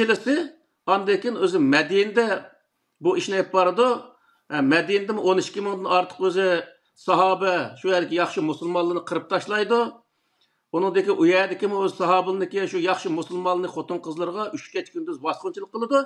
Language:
Uyghur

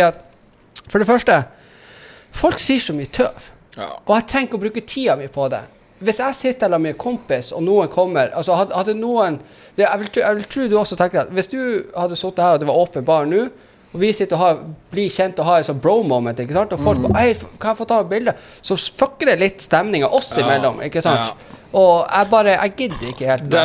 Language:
Norwegian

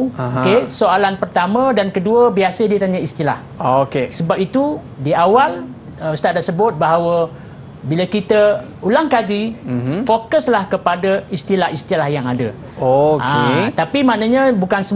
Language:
Malay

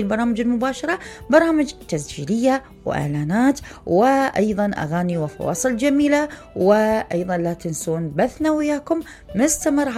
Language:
Mesopotamian Arabic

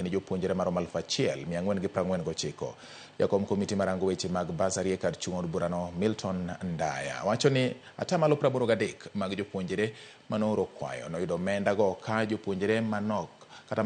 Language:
Luo (Kenya and Tanzania)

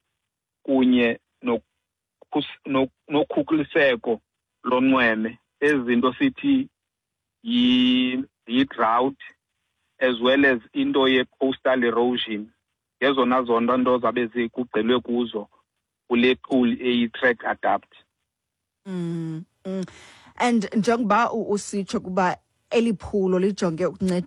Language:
Xhosa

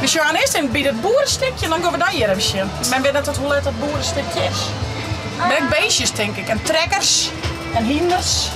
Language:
Western Frisian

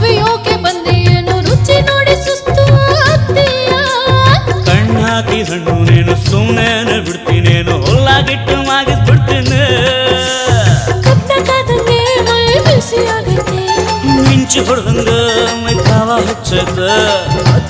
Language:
Kannada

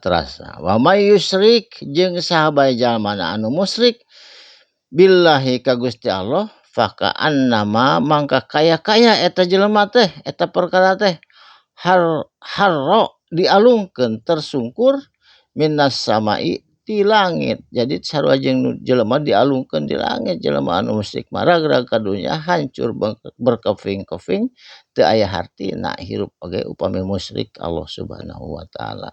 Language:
Sundanese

